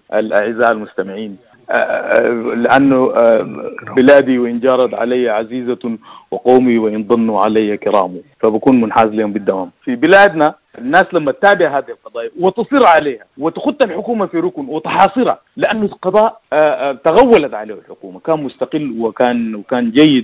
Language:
Sudanese Arabic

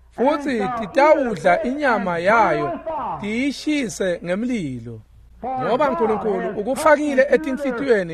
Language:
Swati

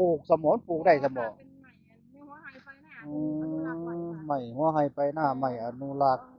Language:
Northeastern Thai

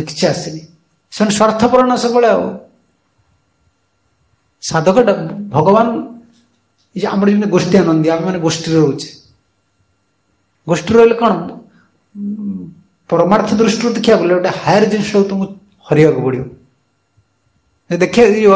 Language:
Odia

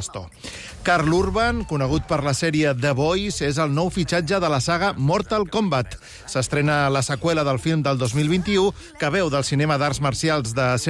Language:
Catalan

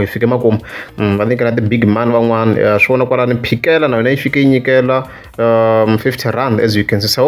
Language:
Tsonga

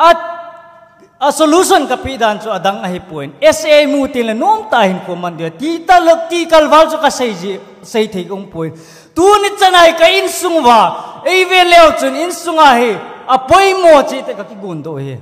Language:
Thado Chin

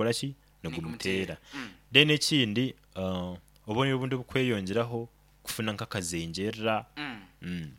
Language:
Nyoro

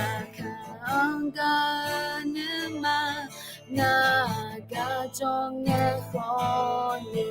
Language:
Akha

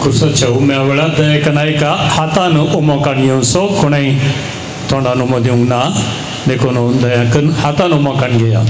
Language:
Konkani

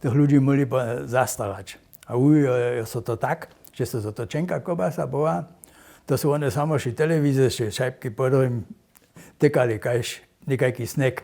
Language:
Upper Sorbian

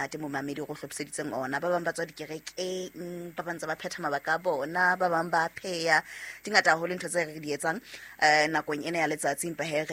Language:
Southern Sotho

